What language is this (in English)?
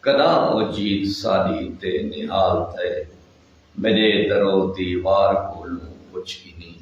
Saraiki